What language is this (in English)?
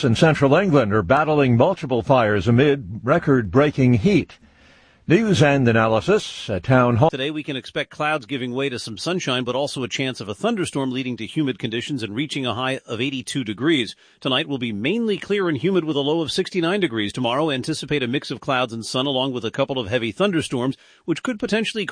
English